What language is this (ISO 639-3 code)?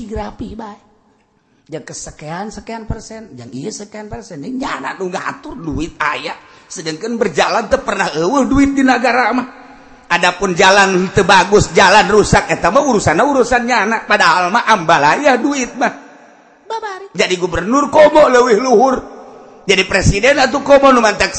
sun